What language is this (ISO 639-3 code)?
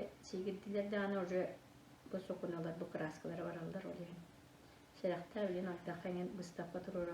sah